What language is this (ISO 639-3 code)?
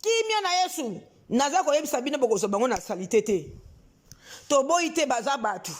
lin